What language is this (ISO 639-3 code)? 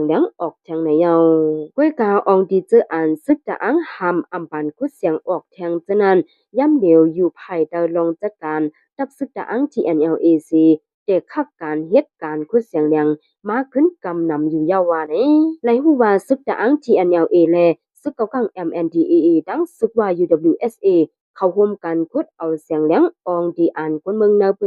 shn